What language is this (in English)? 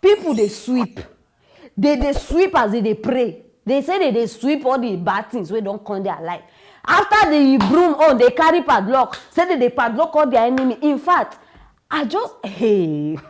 Nigerian Pidgin